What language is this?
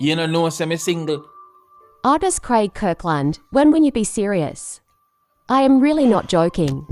Jamaican Creole English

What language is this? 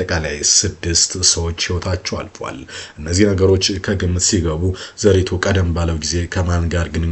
Amharic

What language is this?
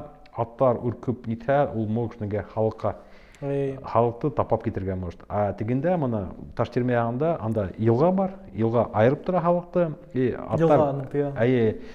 Bashkir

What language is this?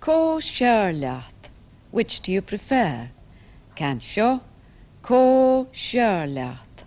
Scottish Gaelic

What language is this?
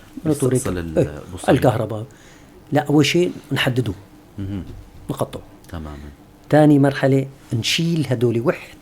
North Levantine Arabic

